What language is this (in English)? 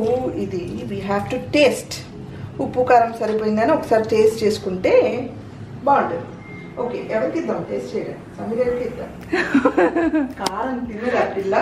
Telugu